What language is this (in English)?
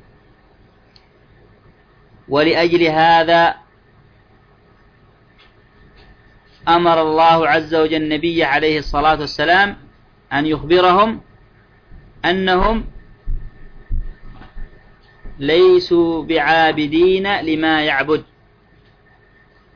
Arabic